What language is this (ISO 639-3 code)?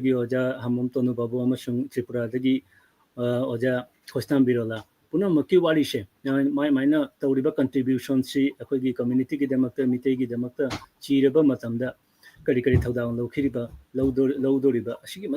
mni